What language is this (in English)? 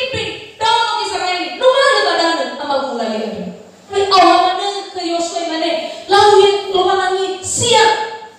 Nias